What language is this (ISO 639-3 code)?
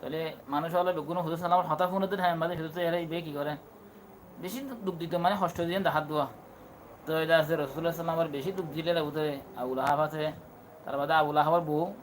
rhg